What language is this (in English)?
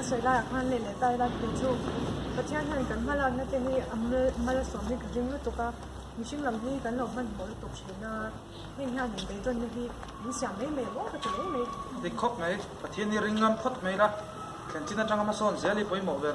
Mizo